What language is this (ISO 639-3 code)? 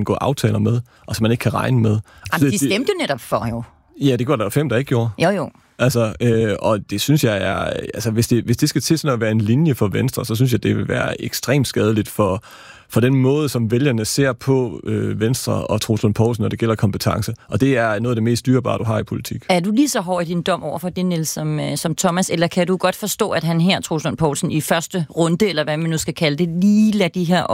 dan